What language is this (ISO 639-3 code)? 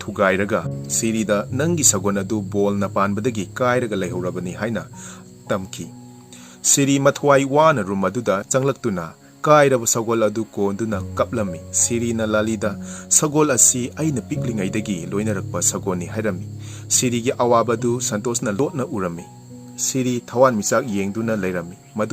mni